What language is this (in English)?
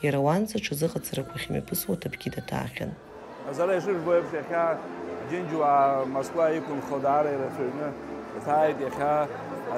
Abkhazian